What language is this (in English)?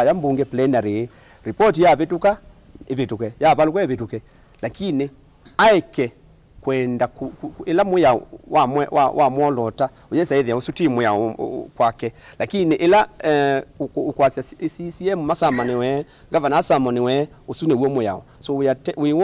Kamba